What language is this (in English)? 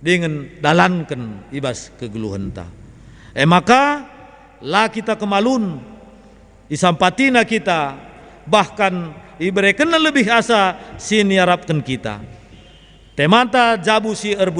Batak Karo